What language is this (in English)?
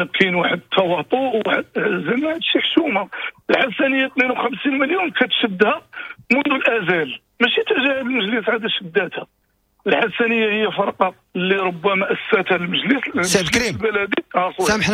Moroccan Arabic